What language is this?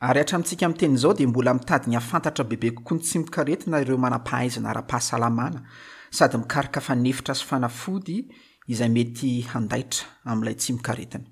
Malagasy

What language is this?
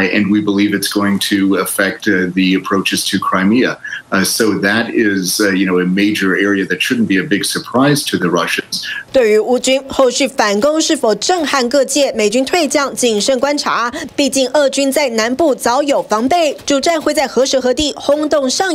Chinese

